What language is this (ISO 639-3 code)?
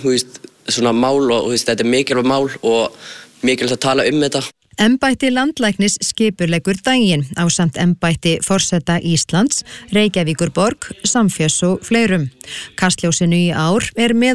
isl